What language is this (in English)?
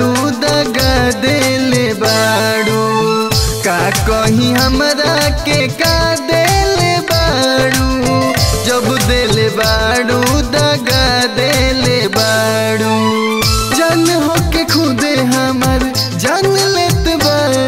Bhojpuri